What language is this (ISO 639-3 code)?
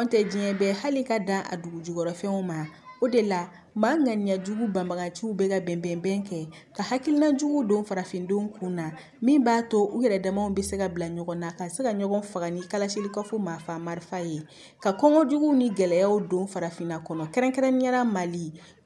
bam